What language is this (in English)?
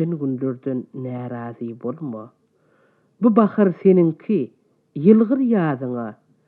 Turkmen